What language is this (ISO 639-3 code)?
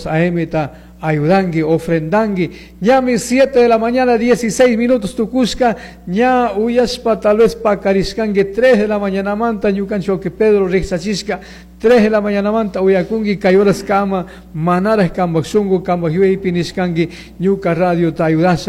qug